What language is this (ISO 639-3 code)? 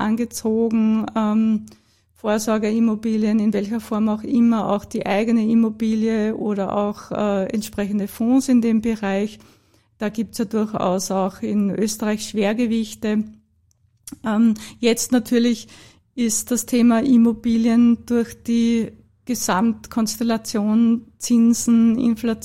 deu